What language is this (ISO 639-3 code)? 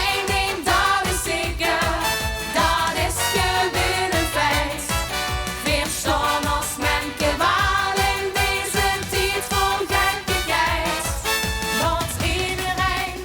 lim